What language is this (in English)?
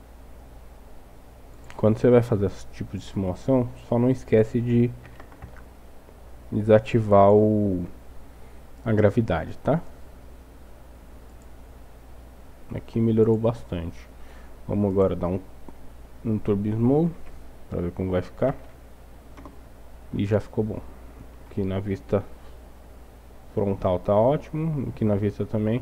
Portuguese